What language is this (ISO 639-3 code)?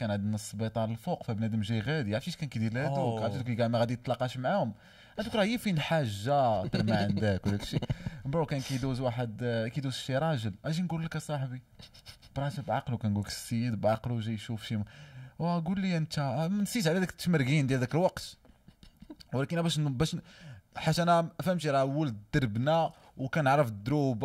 ary